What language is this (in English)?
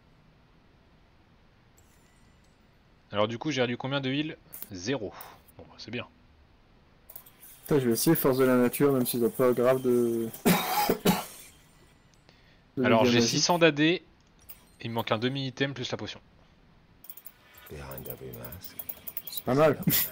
French